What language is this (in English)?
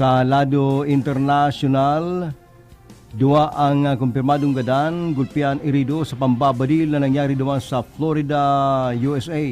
Bikol